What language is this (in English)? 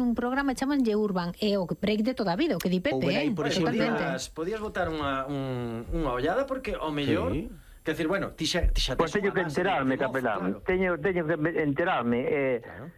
Galician